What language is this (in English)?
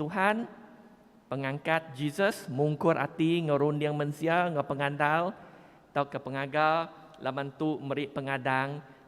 Iban